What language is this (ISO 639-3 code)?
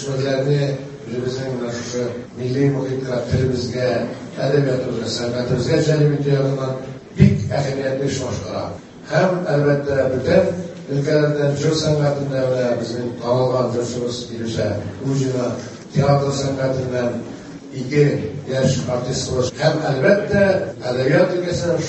tat